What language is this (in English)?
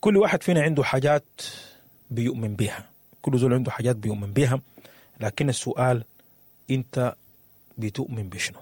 Sudanese Arabic